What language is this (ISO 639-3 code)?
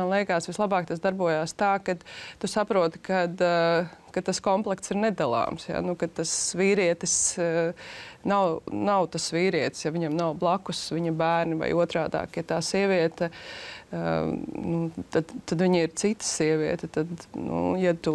lav